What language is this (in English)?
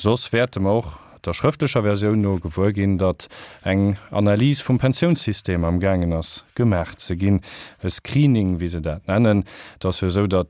Luxembourgish